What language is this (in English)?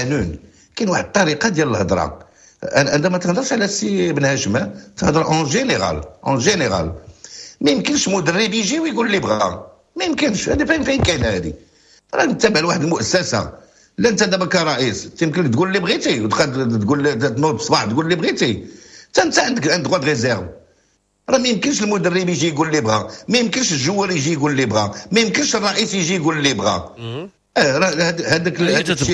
Moroccan Arabic